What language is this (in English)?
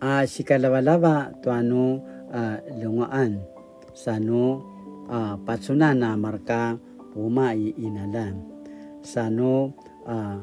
Paiwan